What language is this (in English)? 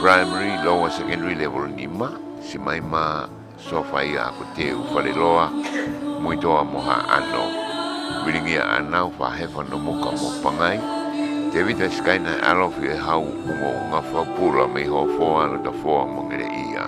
Tongan